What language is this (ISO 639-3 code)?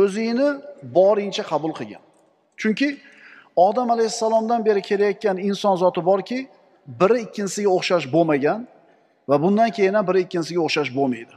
uzb